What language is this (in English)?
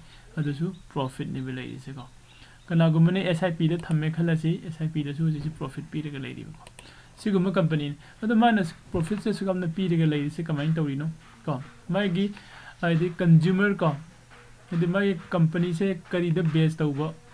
Manipuri